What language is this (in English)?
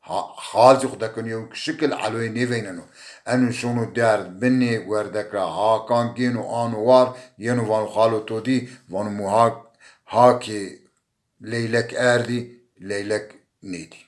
Zaza